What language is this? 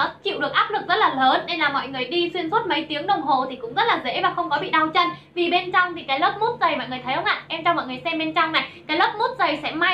Vietnamese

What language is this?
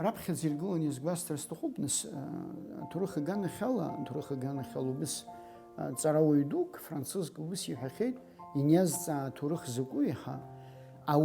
Abkhazian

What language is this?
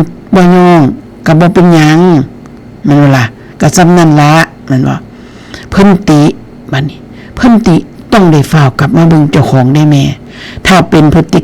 Northeastern Thai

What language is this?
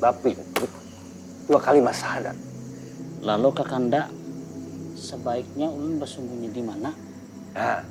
Banjar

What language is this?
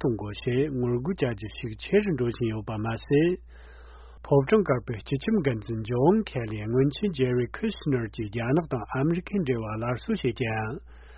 Tibetan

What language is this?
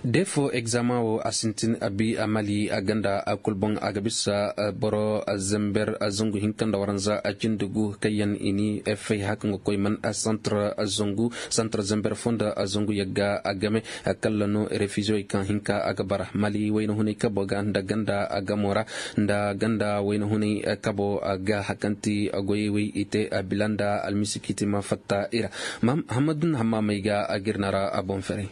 Koyraboro Senni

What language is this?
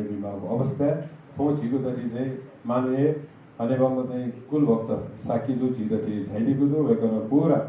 Newari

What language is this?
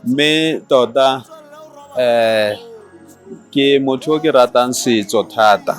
Tswana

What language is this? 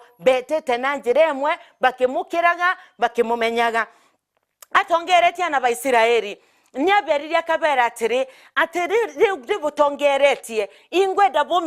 Meru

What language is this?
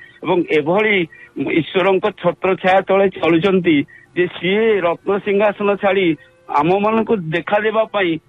Odia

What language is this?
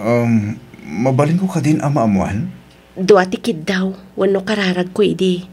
Iloko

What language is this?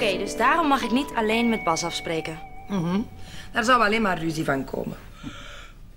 Dutch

